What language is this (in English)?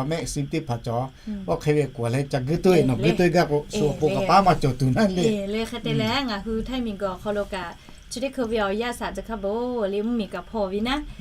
Lahu